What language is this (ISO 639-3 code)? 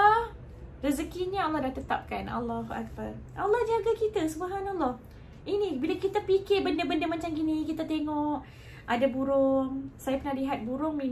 msa